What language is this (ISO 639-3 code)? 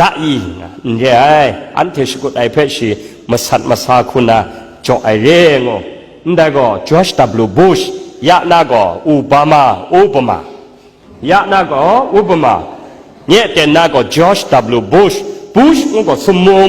kac